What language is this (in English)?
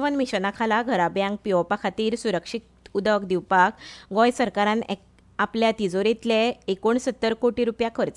Konkani